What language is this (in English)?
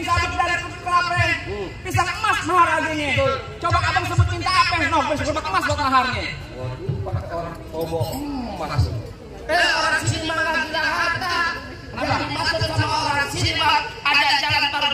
Betawi